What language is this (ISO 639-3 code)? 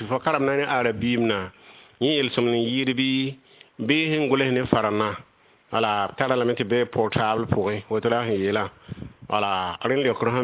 mos